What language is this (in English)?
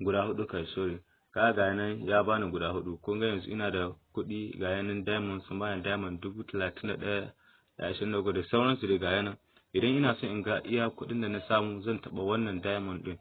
Hausa